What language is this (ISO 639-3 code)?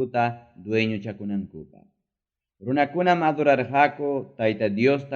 quy